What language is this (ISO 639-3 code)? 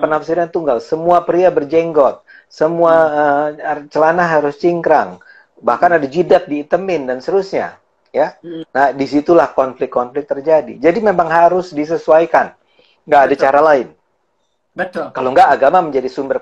ind